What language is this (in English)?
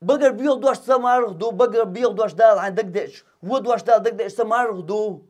Chechen